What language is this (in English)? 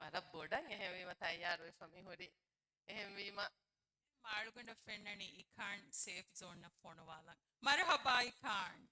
Divehi